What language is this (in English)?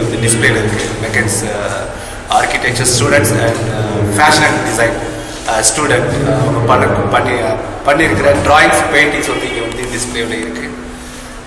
Tamil